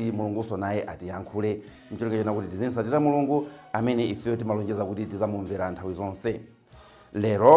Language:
Nyanja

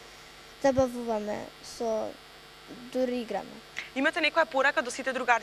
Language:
Macedonian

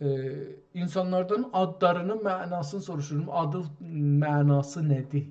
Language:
South Azerbaijani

